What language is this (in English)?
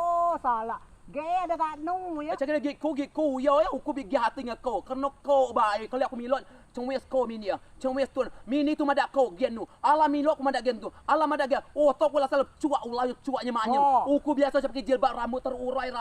Rejang